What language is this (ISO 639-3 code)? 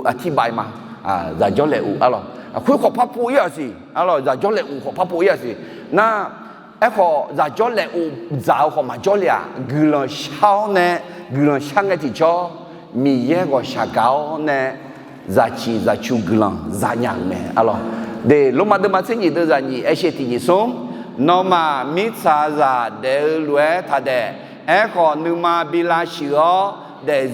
ahk